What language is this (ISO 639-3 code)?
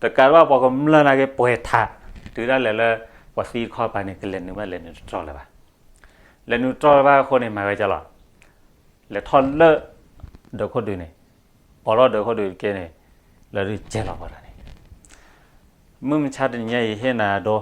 ksw